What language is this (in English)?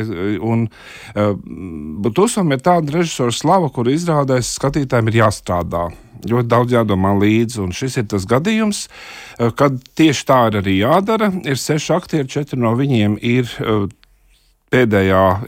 Latvian